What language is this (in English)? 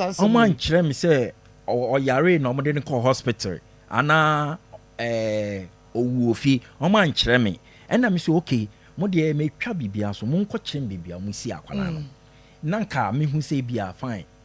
Akan